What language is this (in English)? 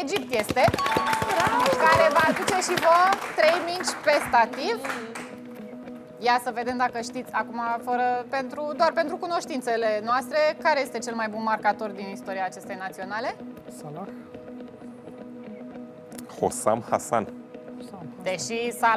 Romanian